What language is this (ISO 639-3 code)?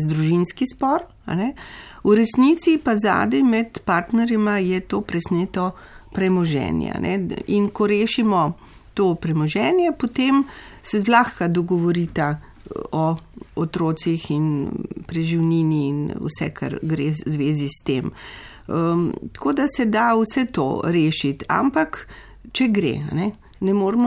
slv